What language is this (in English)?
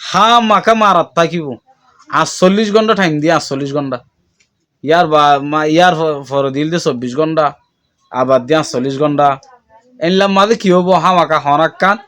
Rohingya